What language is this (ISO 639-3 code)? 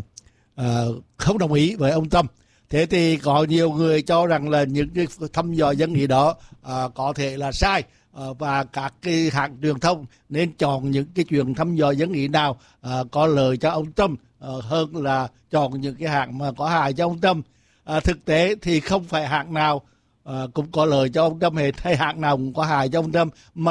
vie